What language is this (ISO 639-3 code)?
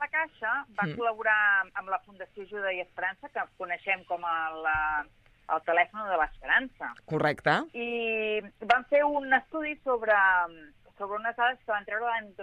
cat